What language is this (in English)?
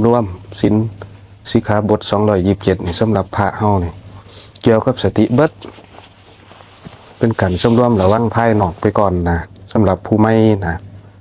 Lao